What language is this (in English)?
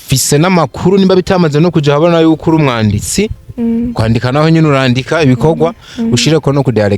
Rundi